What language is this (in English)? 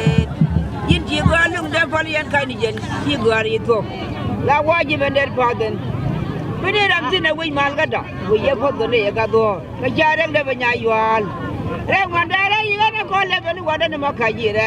Nuer